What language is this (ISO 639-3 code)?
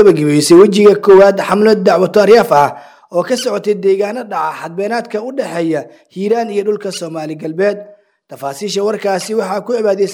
som